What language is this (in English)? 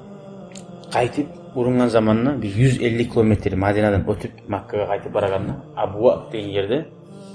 Kumyk